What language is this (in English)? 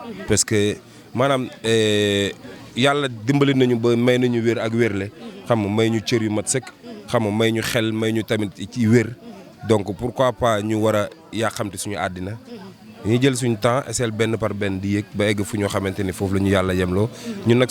Wolof